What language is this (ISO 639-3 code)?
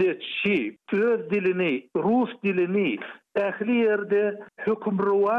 tuk